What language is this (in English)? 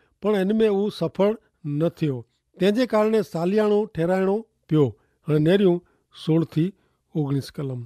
Kachhi